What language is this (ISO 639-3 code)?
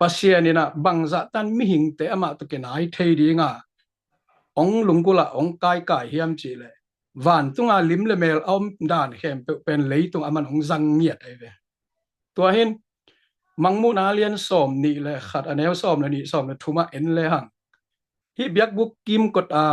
ctd